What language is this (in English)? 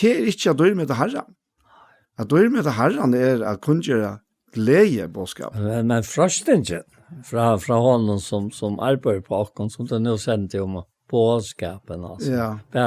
Faroese